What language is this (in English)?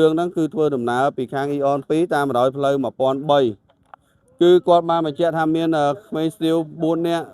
Khmer